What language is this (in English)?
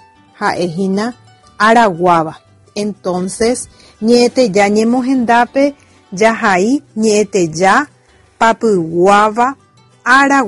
Guarani